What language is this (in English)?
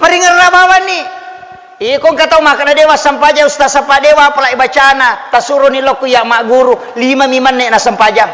Buginese